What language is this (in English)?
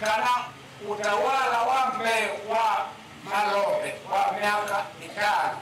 Kamba